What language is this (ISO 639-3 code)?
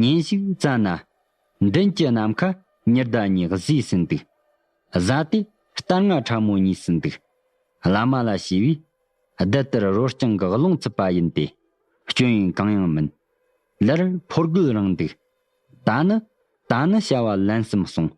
bod